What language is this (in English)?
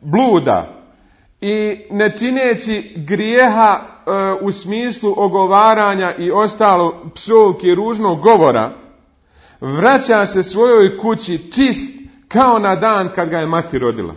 Bosnian